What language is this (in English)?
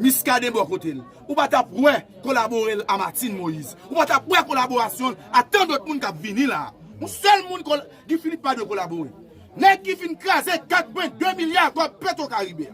Haitian Creole